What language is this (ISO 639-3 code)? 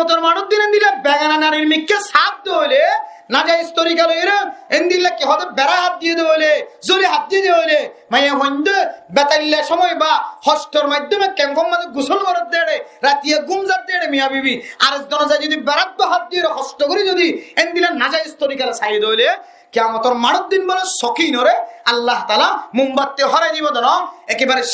rhg